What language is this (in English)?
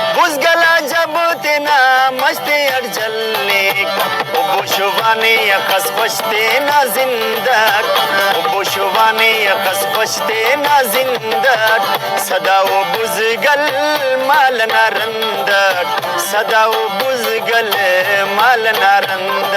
Brahui